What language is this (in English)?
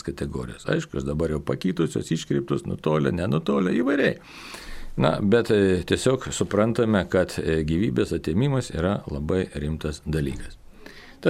Lithuanian